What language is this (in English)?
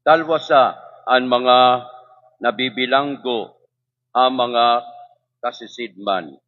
Waray